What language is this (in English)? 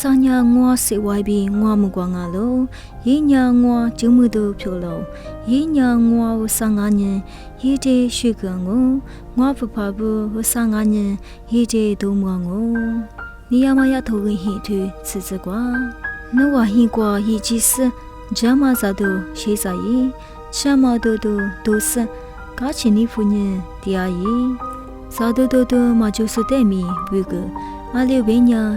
Lisu